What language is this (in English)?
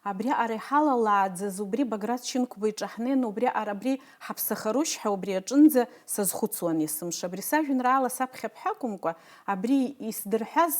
Abkhazian